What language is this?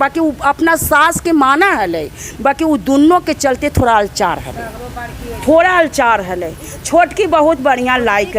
Magahi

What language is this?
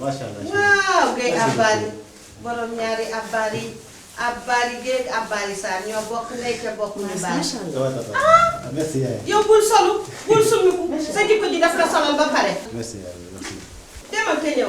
Wolof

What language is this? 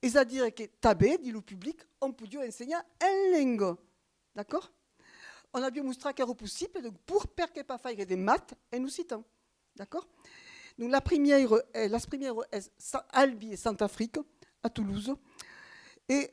Occitan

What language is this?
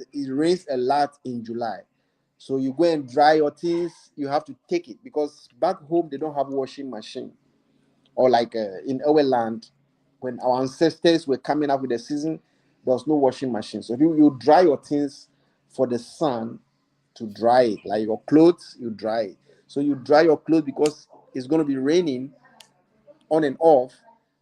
Ewe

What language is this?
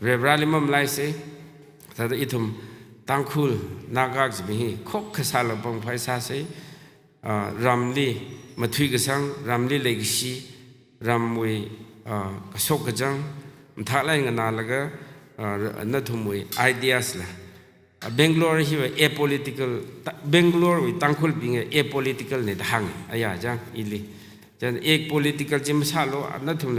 Tangkhul Naga (India)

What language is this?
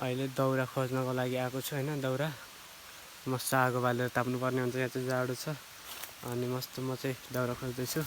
Nepali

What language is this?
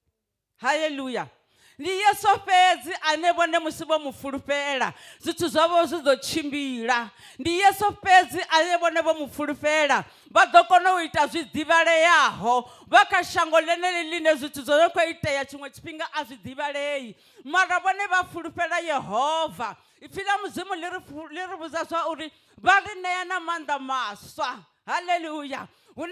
Venda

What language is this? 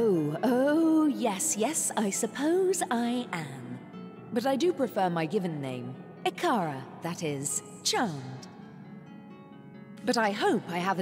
German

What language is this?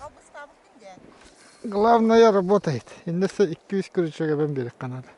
Yakut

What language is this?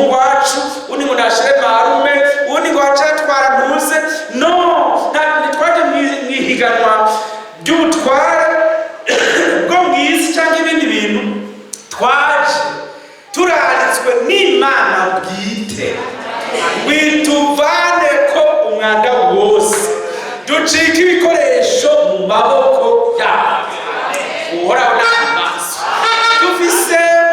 Rundi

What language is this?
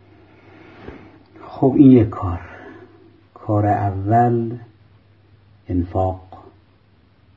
Persian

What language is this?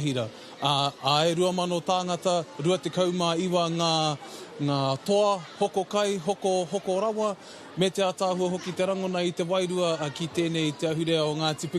Māori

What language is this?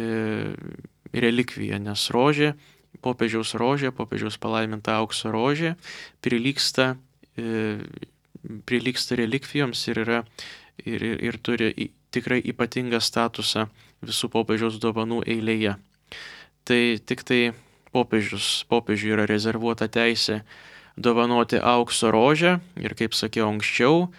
Lithuanian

